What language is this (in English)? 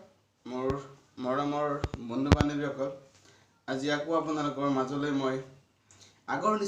Assamese